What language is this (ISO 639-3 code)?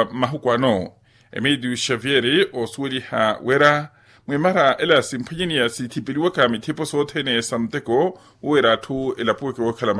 vmw